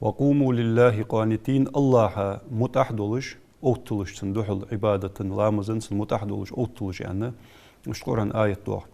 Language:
Ingush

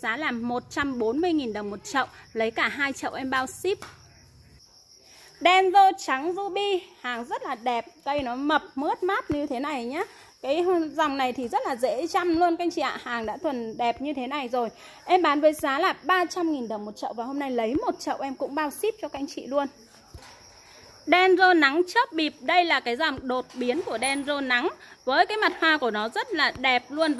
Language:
Vietnamese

